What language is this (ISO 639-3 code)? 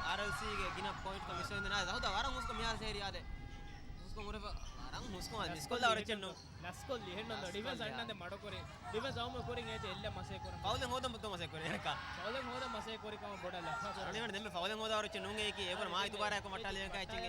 div